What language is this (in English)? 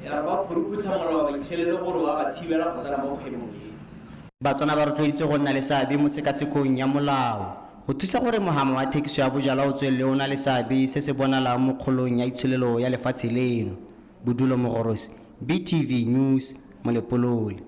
Tswana